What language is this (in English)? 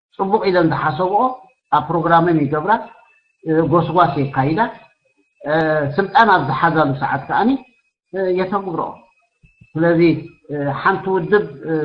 Tigrinya